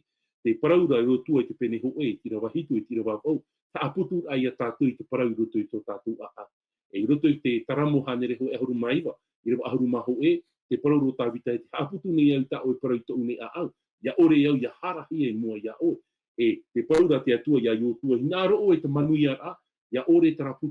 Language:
Tahitian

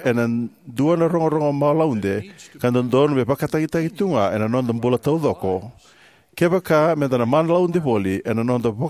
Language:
Fijian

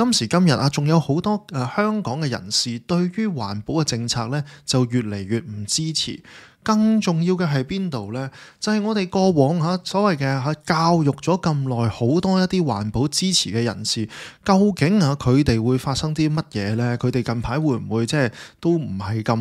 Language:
Cantonese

